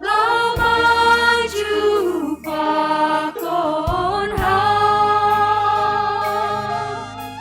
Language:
Batak Simalungun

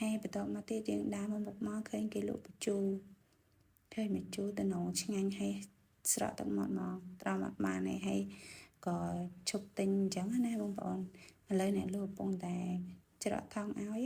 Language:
Khmer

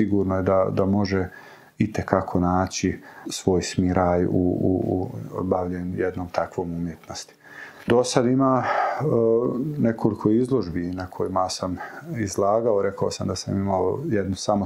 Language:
Bosnian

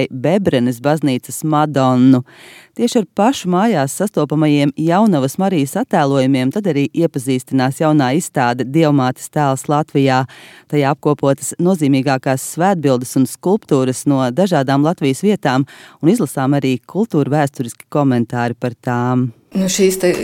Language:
Latvian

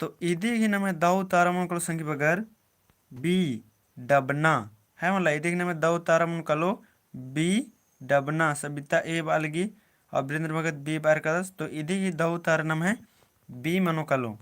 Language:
Kurukh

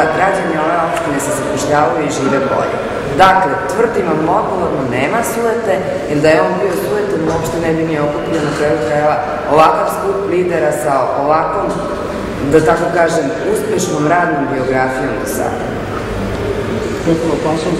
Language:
Serbian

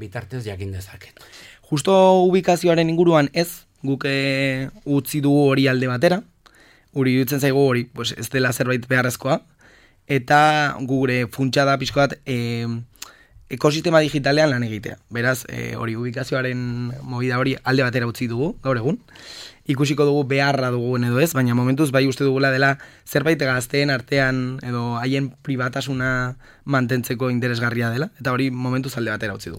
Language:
Basque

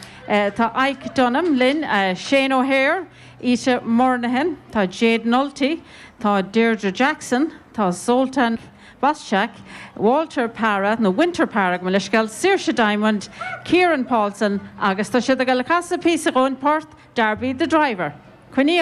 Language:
Irish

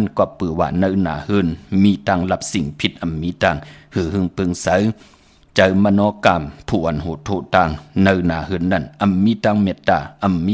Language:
Shan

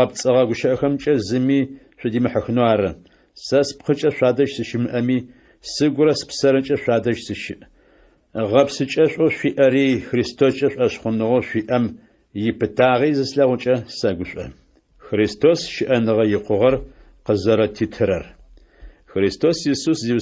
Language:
Adyghe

